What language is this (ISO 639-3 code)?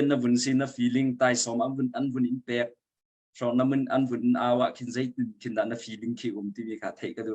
cnh